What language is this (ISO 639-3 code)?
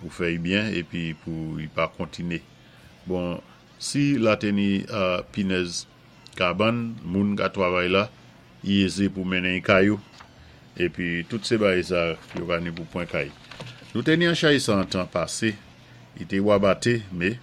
acf